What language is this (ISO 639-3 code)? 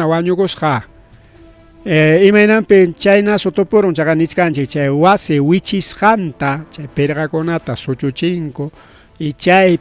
quy